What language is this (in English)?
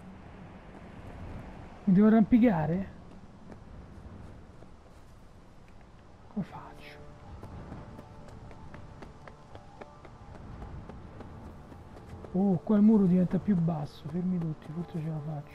Italian